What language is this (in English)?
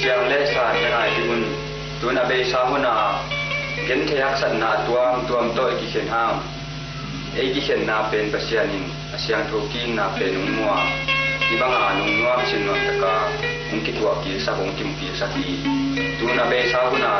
Tedim Chin